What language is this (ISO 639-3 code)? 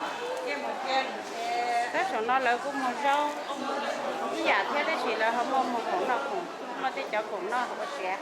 hmn